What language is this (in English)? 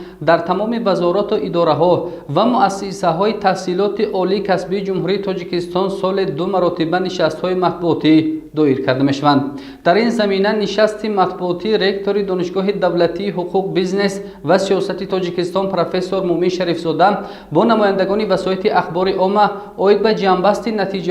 Tajik